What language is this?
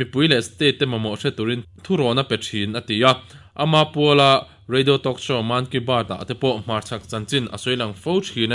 Mizo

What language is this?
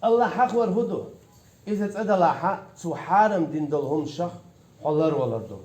Chechen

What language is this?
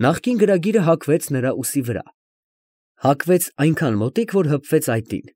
Armenian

